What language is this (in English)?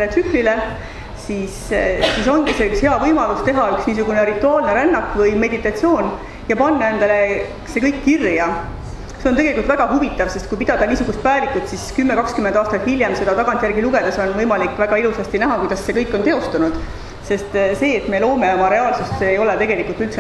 Estonian